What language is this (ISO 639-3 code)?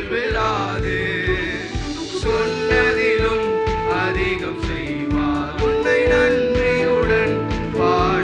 tam